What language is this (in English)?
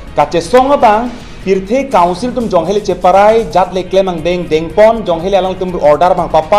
Karbi